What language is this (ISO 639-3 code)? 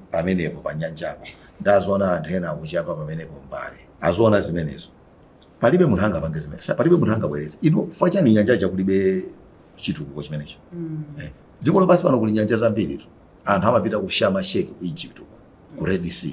nya